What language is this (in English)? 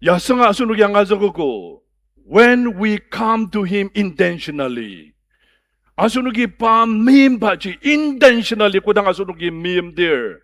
Ao Naga